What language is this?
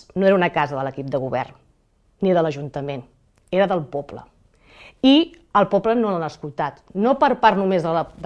Catalan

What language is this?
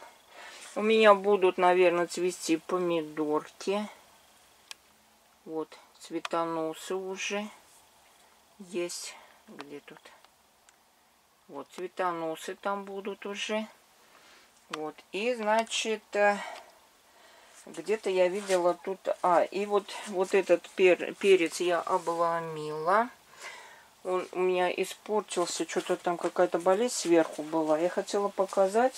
Russian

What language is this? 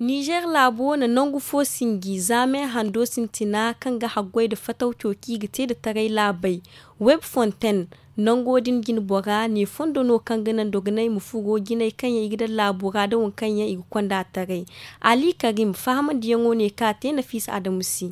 Zarma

